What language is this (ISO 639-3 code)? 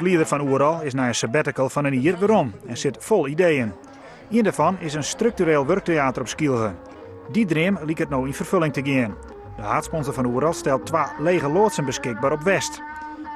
fry